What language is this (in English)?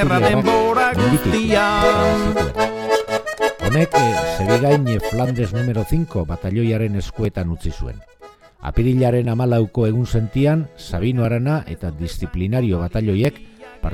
Basque